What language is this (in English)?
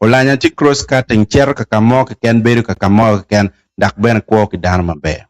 Acoli